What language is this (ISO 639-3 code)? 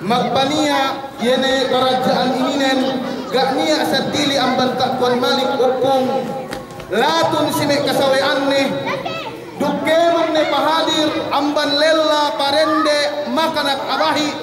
yka